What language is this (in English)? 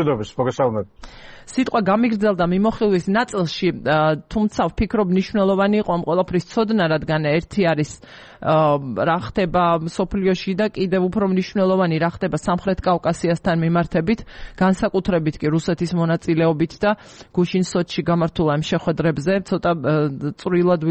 Georgian